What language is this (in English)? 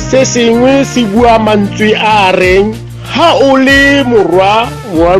Tswana